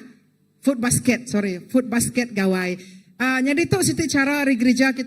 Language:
Iban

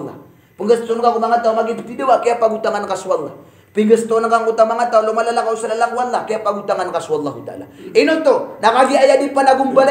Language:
Maranao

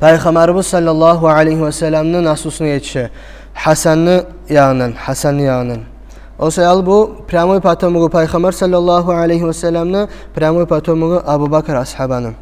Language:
Kumyk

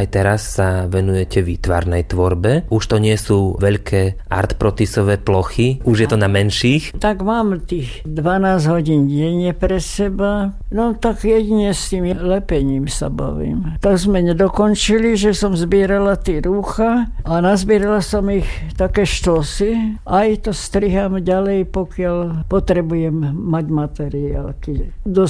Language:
Slovak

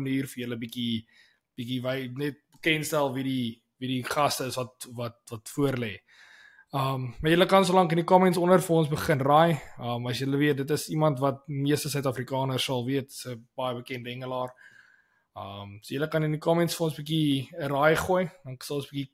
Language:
Afrikaans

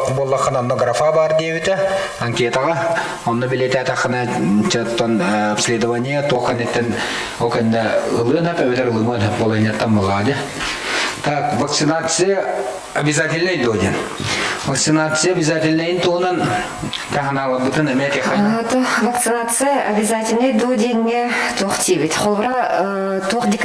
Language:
Yakut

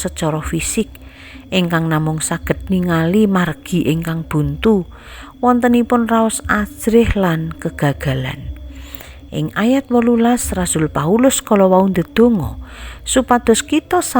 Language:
Javanese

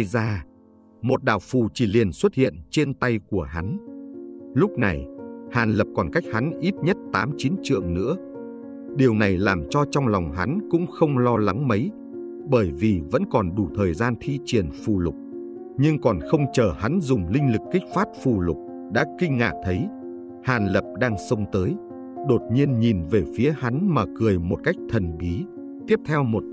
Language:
Vietnamese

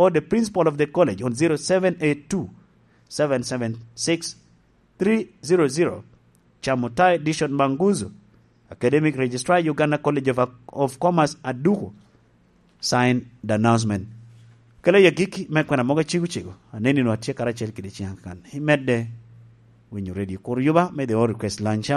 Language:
Lango (Uganda)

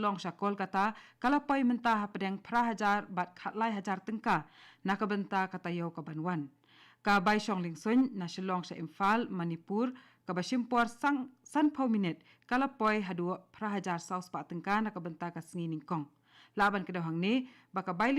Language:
Khasi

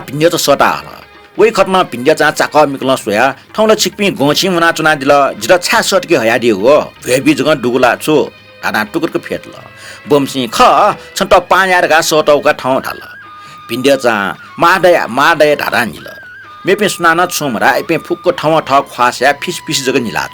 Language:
Newari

